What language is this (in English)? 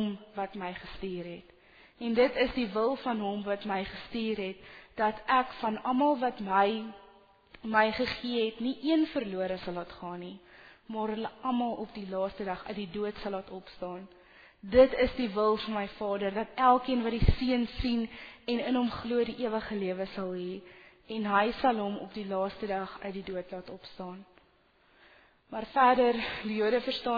Afrikaans